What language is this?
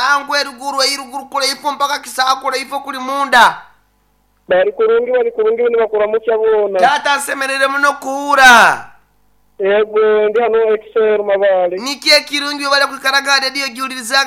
Nyoro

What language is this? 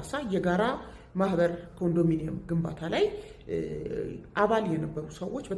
Amharic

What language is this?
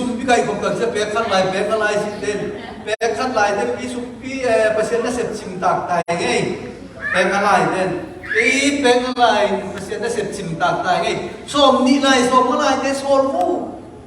Tedim Chin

